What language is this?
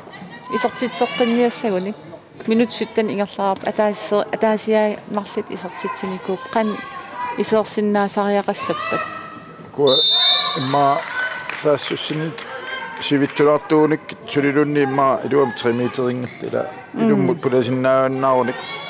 Kalaallisut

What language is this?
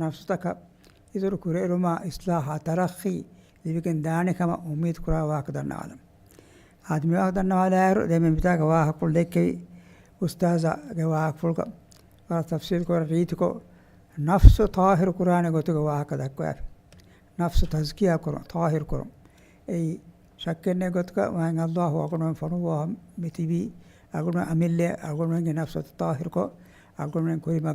Divehi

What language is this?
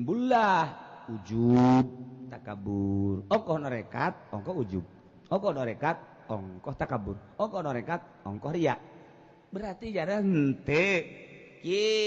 Sundanese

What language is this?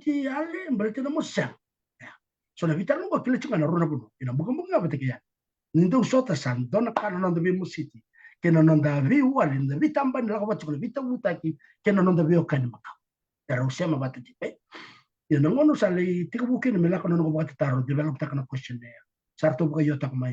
Fijian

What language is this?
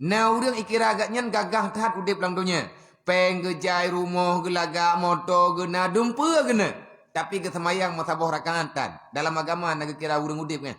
Achinese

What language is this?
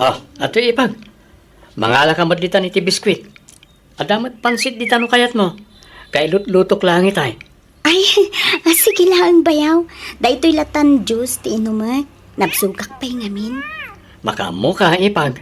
Iloko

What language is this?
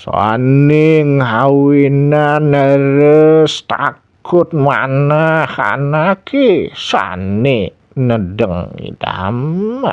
Balinese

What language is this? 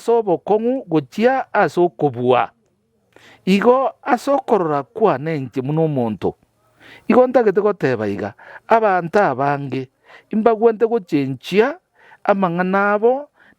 Gusii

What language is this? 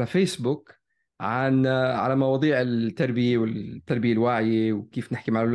North Levantine Arabic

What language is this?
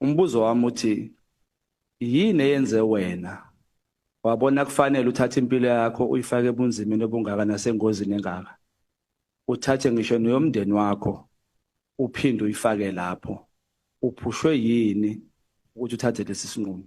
Zulu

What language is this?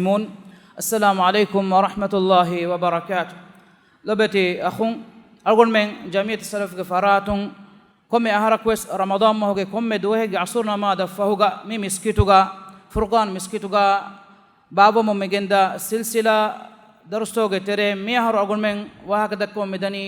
Divehi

